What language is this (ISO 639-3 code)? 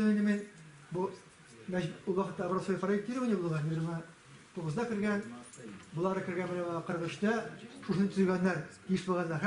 tat